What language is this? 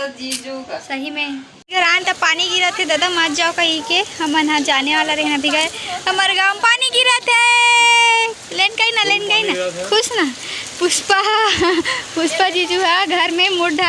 Chhattisgarhi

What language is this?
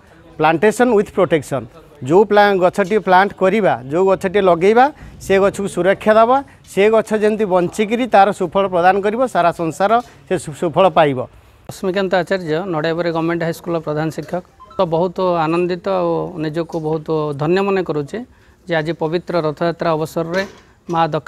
Odia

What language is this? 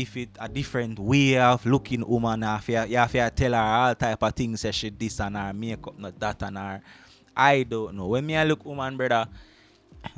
Jamaican Creole English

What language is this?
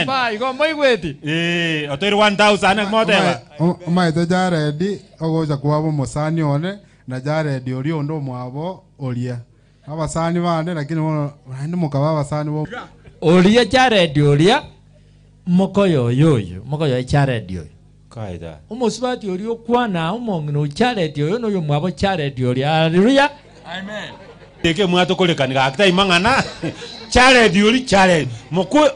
Gusii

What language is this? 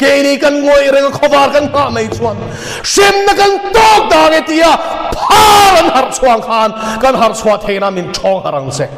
Mizo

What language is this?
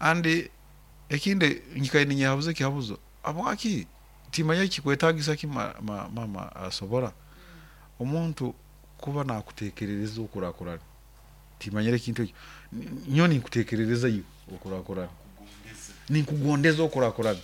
Nyoro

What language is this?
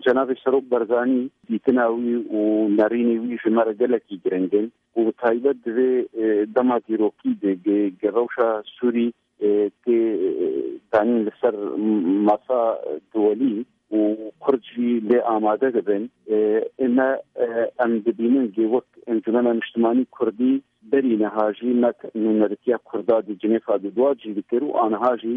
Kurdish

